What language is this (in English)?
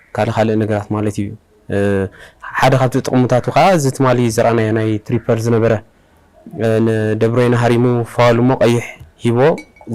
Tigrinya